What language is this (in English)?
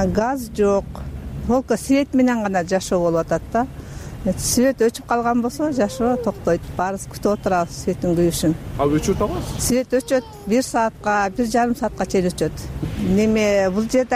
Kyrgyz